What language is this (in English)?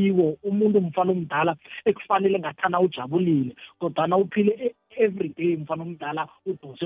South Ndebele